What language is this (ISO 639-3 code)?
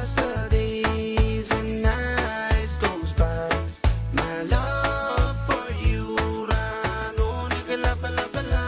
pon